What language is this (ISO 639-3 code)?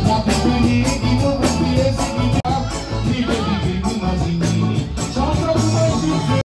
mfe